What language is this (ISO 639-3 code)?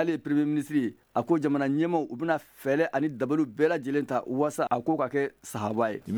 bam